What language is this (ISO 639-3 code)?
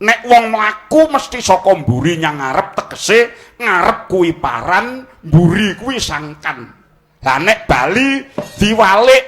jav